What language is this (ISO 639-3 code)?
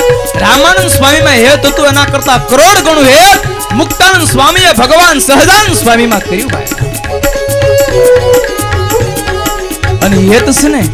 guj